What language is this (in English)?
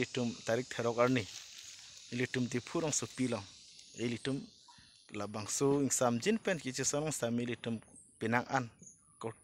Karbi